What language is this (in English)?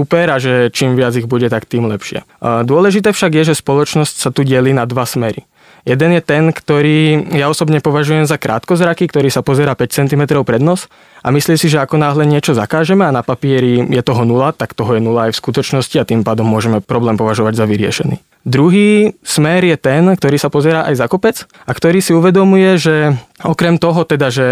Slovak